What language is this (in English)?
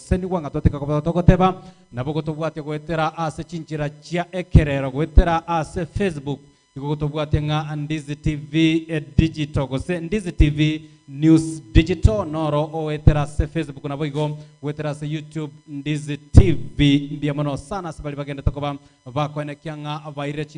Gusii